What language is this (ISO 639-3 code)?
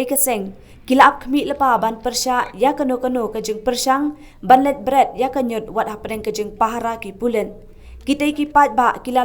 kha